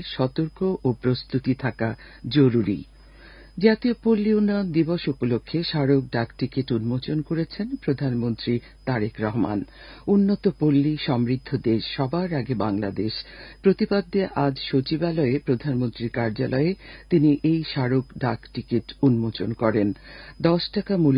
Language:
Bangla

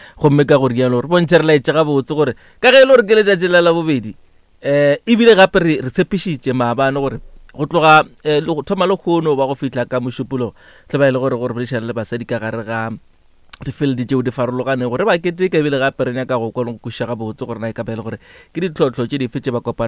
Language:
Northern Sotho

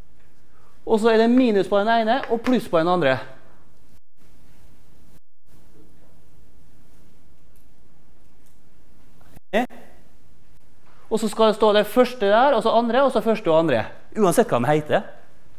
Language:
Norwegian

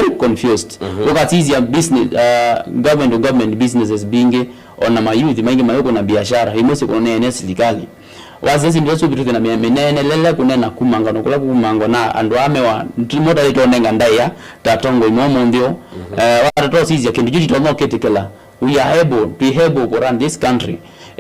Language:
Kamba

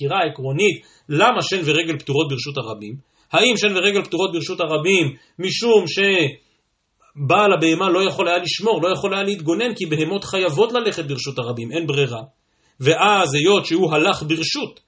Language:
Hebrew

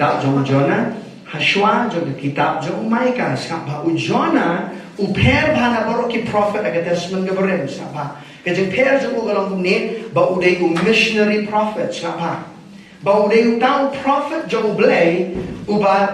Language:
Khasi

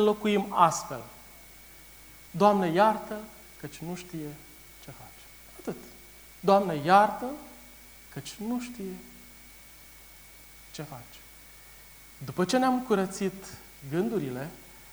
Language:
Romanian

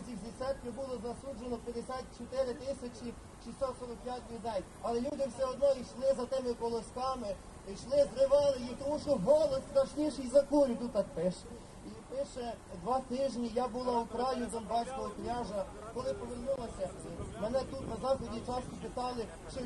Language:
Ukrainian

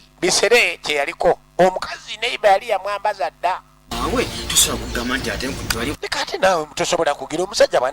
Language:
Ganda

